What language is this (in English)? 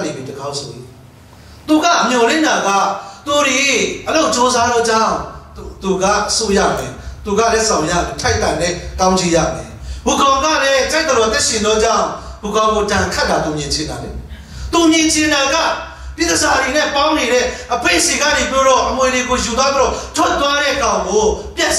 Burmese